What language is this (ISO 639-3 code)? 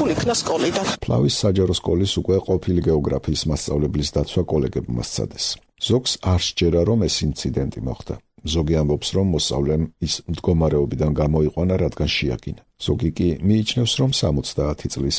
kat